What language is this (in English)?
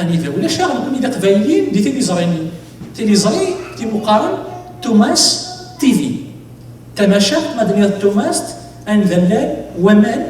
Kabyle